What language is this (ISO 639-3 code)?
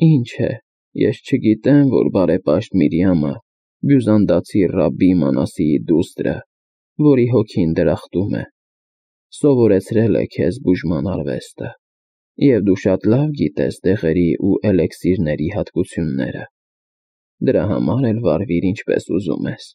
hye